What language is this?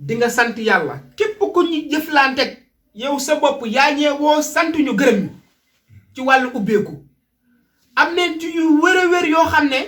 Wolof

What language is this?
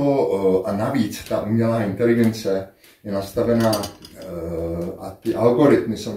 Czech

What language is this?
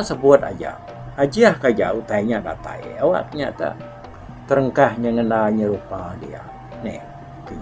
Iban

